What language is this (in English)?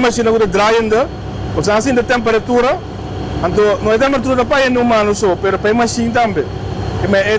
Papiamento